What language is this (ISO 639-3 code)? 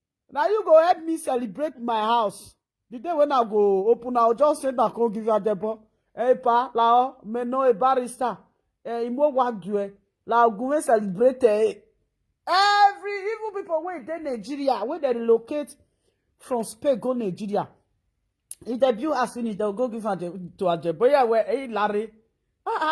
pcm